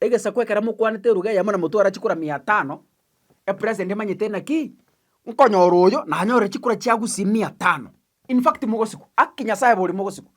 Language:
Gusii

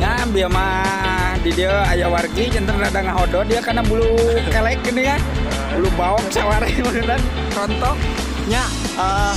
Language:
Sundanese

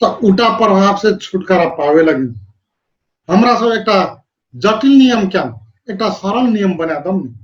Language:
Dangaura Tharu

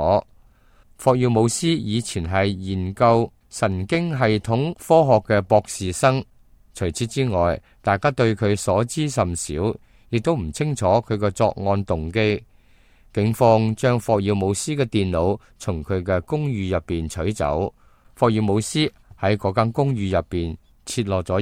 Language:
Cantonese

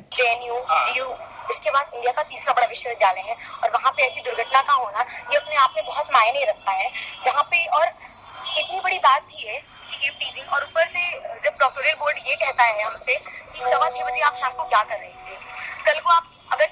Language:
Hindi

